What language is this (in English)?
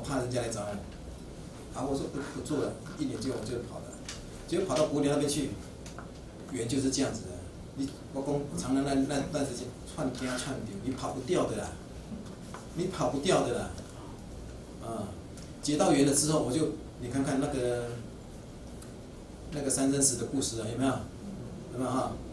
Chinese